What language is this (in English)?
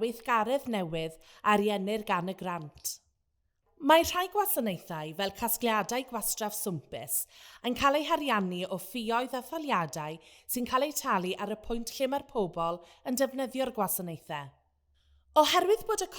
Welsh